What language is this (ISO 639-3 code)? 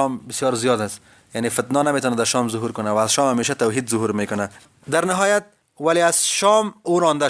tgk